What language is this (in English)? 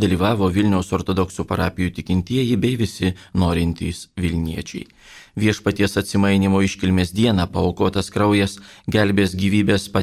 Lithuanian